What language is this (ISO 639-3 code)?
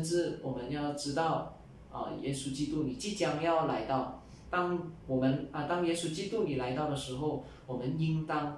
zho